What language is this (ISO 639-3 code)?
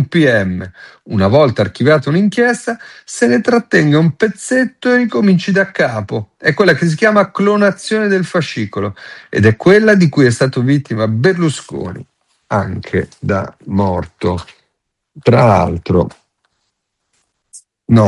ita